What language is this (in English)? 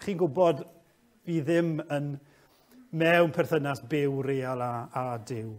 Welsh